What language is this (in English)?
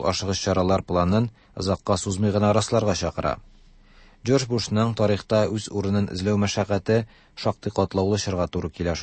Tatar